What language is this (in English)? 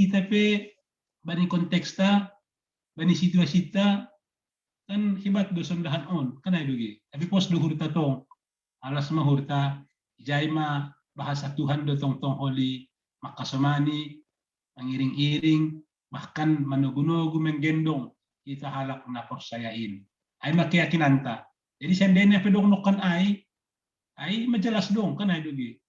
Batak Simalungun